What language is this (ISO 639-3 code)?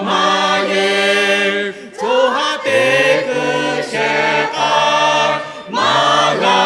lhu